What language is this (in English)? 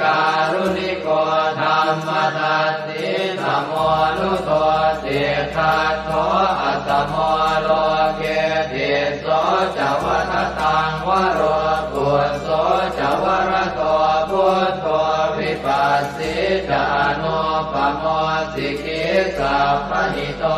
Pali